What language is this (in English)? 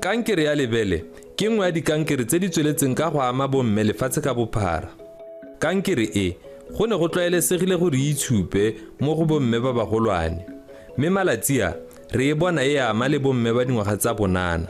Tswana